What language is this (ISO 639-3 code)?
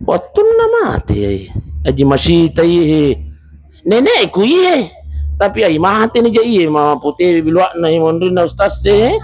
bug